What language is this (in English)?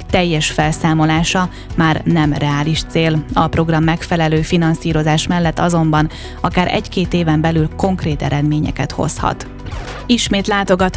Hungarian